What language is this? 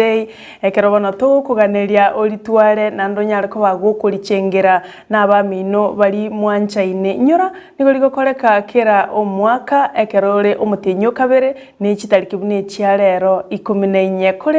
Gusii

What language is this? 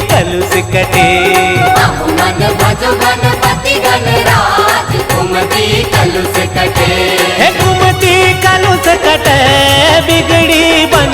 Chhattisgarhi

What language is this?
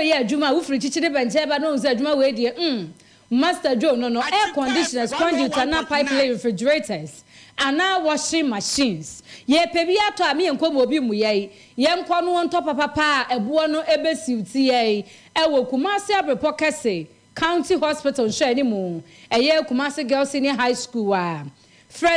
Akan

